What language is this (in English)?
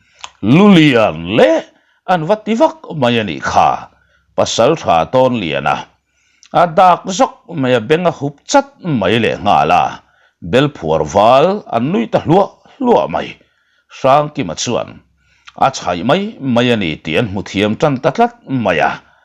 Mizo